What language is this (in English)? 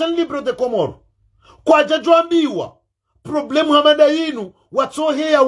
Ngazidja Comorian